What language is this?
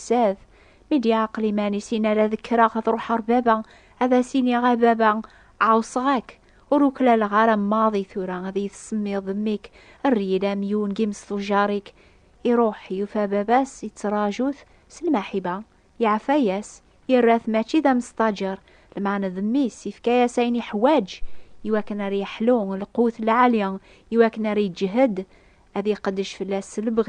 Kabyle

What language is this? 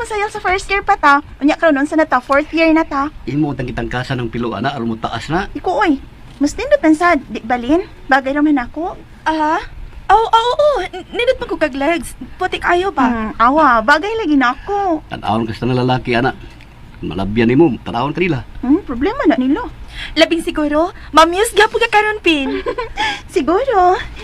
Cebuano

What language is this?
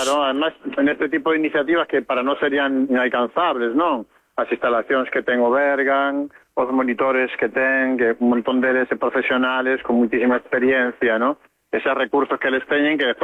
Galician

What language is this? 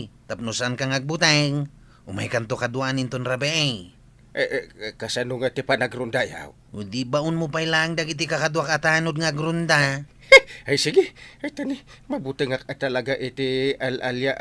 Iloko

